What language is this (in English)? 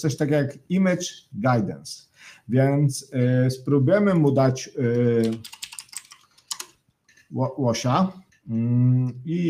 Polish